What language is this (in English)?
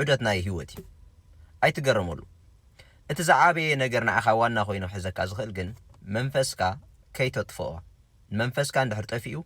Tigrinya